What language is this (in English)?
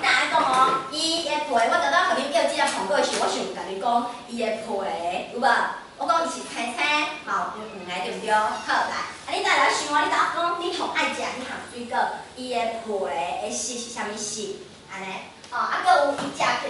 Min Nan Chinese